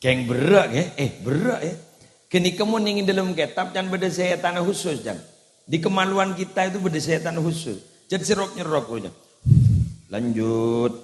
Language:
Madurese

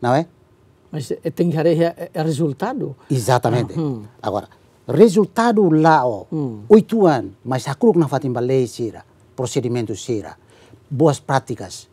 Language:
Tetum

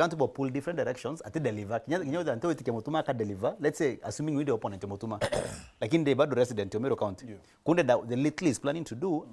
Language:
Meru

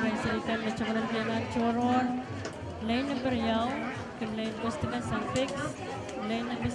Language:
Pohnpeian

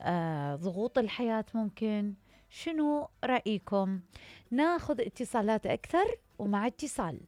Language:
Mesopotamian Arabic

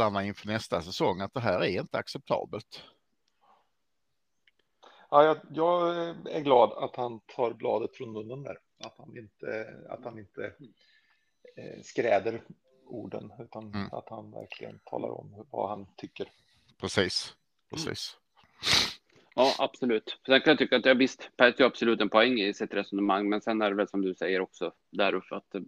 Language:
Swedish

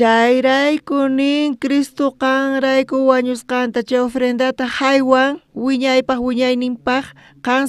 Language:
South Bolivian Quechua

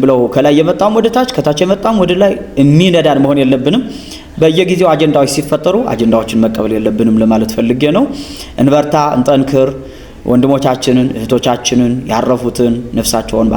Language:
Amharic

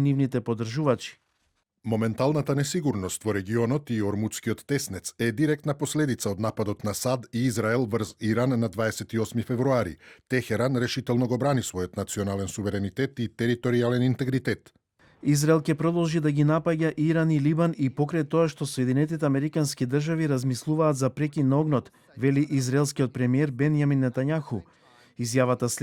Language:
Macedonian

